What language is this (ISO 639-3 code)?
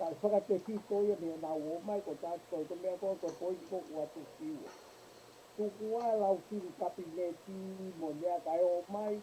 ton